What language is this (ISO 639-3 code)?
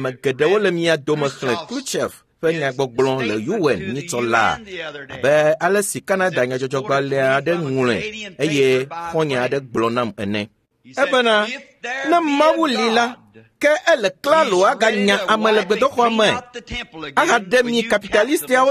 ewe